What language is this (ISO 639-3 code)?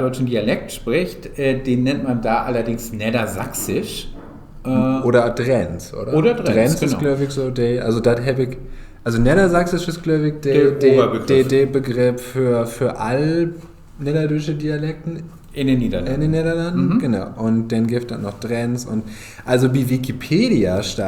nds